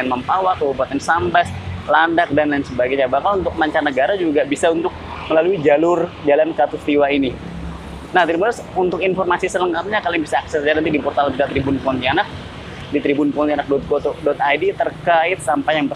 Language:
Indonesian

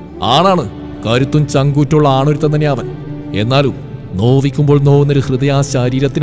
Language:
Malayalam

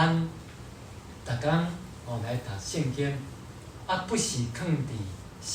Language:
Min Nan Chinese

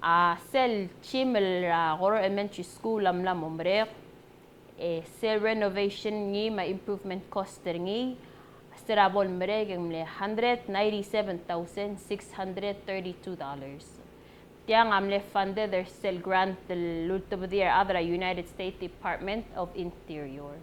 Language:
Palauan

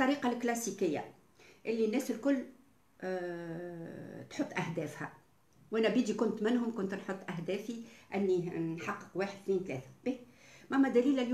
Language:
Tunisian Arabic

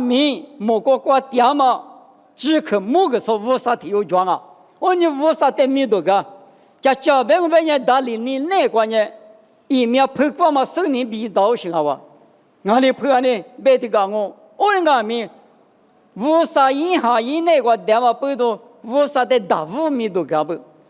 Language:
Lisu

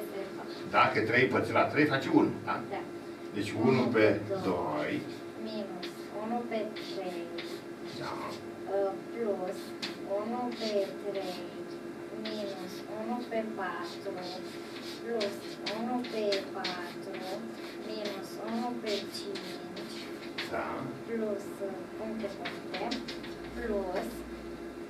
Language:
Romanian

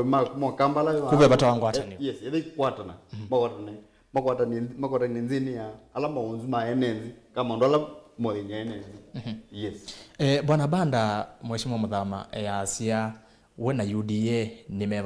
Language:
Kamba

